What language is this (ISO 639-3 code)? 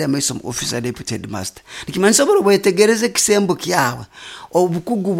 nyo